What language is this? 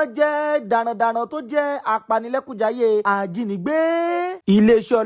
Yoruba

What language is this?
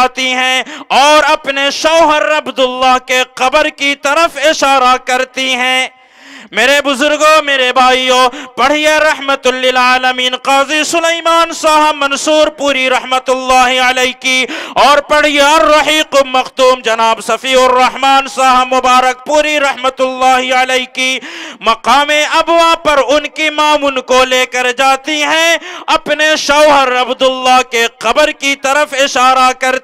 Urdu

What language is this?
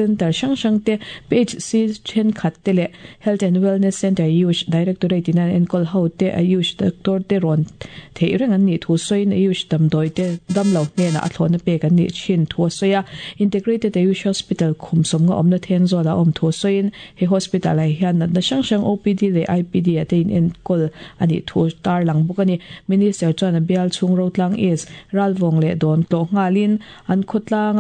Mizo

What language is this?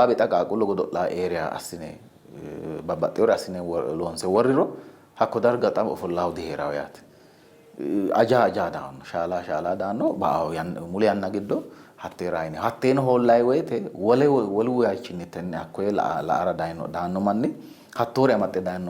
Sidamo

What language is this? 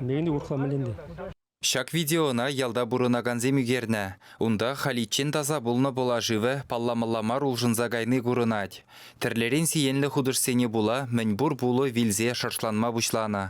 Chuvash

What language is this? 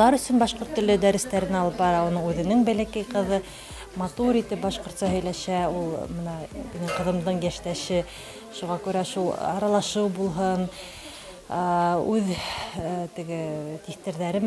Bashkir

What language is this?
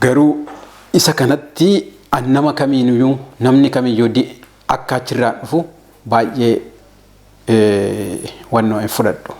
Oromo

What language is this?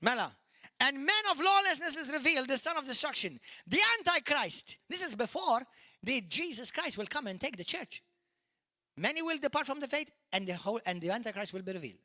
Maltese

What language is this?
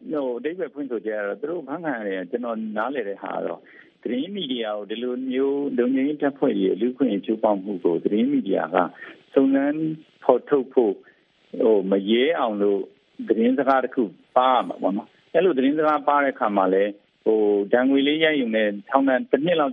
Burmese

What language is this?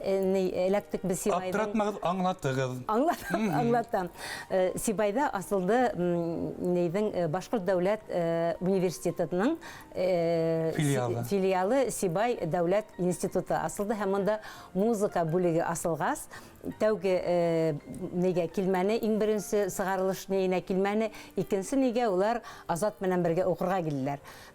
Bashkir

